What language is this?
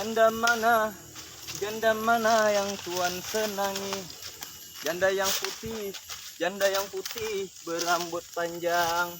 Banjar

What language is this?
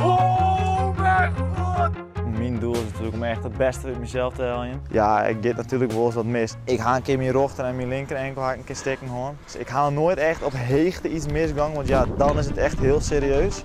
Western Frisian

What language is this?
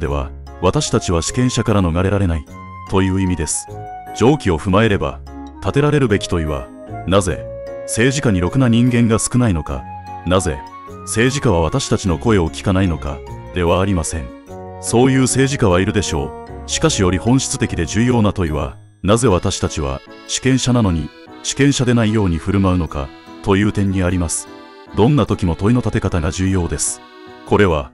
Japanese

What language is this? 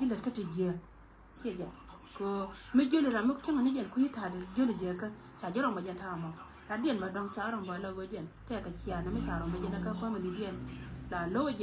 Nuer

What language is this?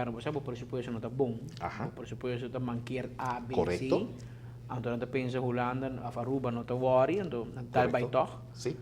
Papiamento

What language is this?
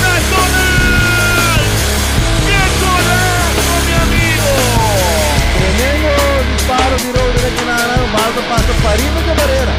Papiamento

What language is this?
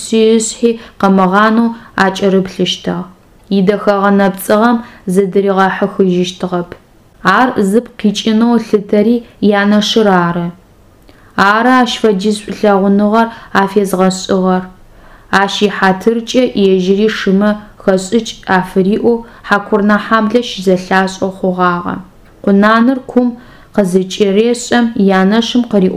Adyghe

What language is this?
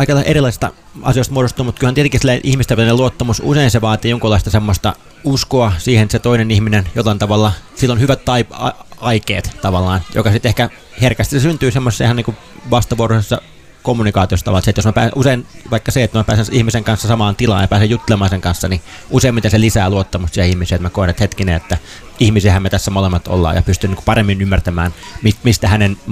Finnish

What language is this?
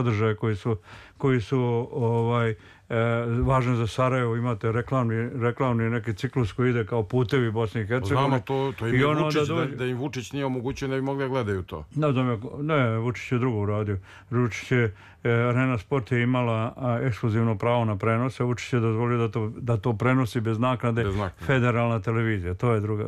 Serbian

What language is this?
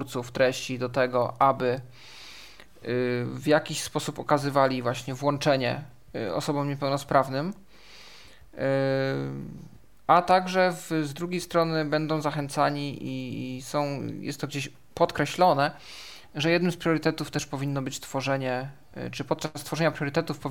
Polish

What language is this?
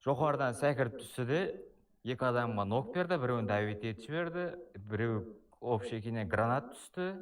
Kara-Kalpak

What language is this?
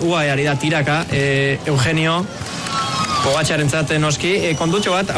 Basque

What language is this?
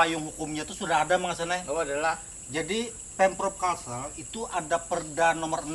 Banjar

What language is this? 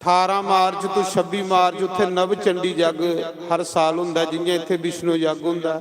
Dogri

